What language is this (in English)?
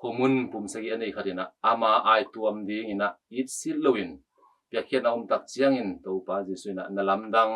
Tedim Chin